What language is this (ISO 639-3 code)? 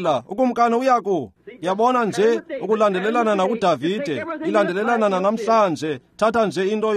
xho